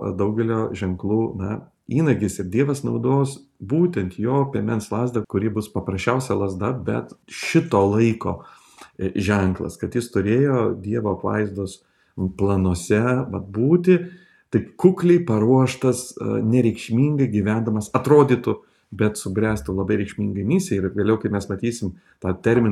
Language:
Lithuanian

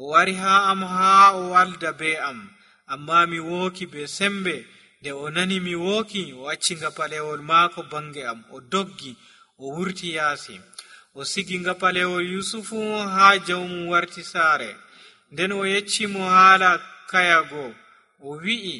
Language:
Nigerian Fulfulde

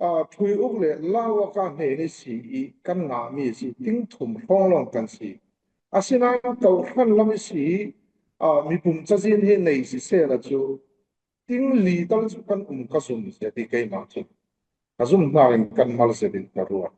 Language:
Falam Chin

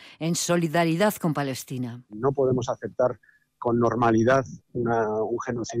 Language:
Spanish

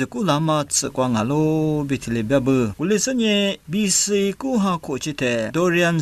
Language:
Lisu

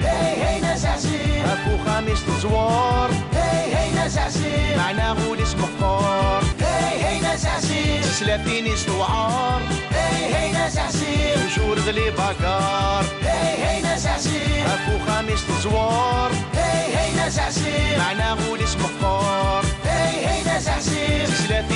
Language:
Kabyle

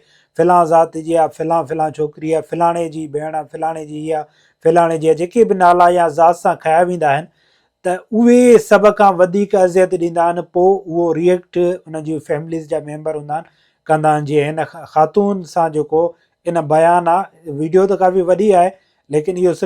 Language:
Sindhi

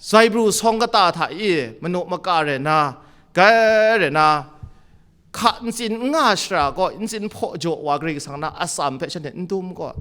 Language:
Kachin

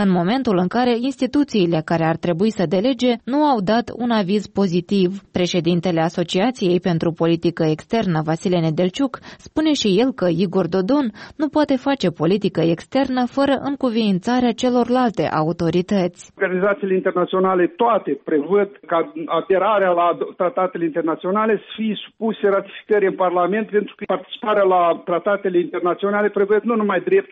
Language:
Romanian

